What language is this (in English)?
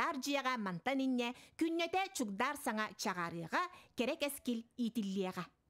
Yakut